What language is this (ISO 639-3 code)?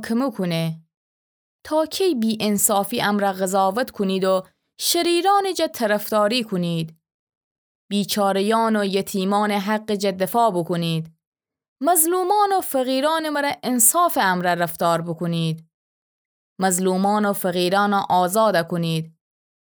glk